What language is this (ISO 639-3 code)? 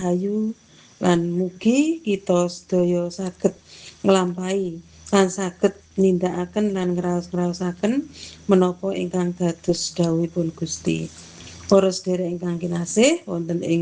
jav